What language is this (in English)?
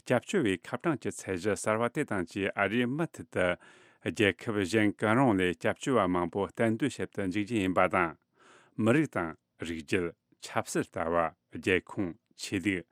Tibetan